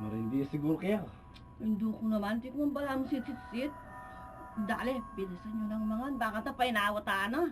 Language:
Pampanga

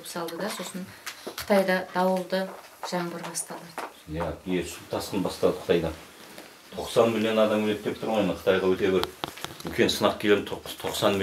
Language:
Kazakh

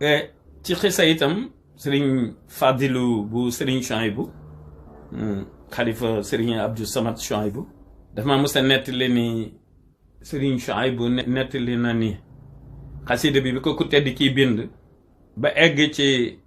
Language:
Wolof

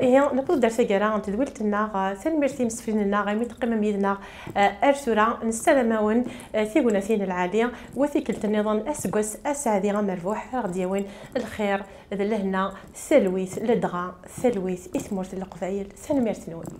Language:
Kabyle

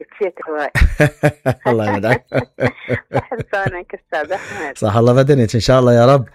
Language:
Mesopotamian Arabic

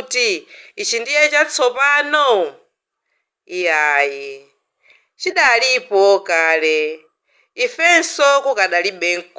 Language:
Nyanja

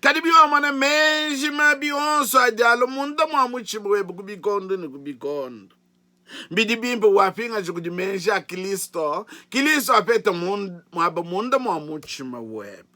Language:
Luba-Lulua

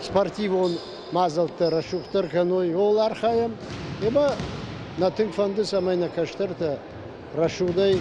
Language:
Ossetic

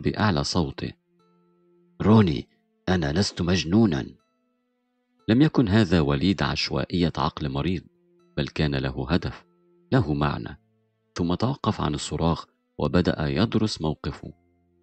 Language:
Arabic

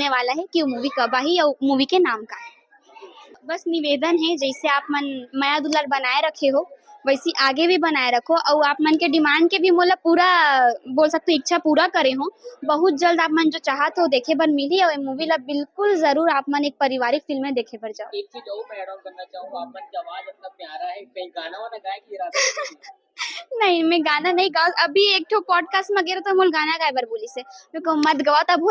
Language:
Chhattisgarhi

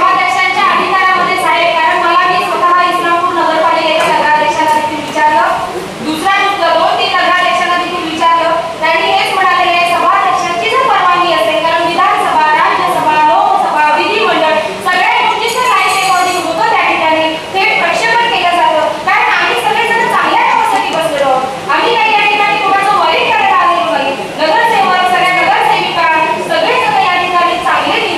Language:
Marathi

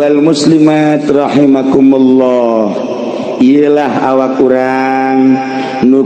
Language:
Sundanese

